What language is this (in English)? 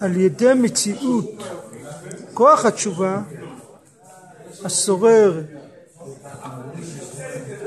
Hebrew